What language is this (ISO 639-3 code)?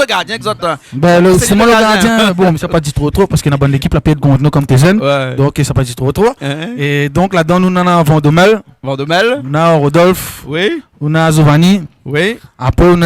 rcf